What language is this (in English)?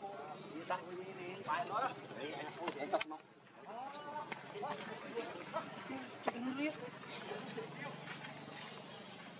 Vietnamese